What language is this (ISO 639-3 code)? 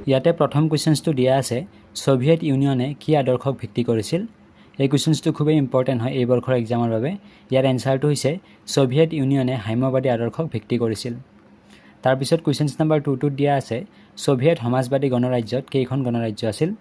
asm